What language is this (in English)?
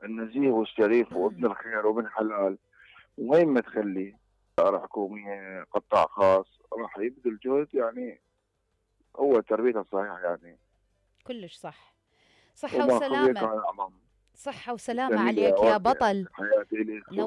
Mesopotamian Arabic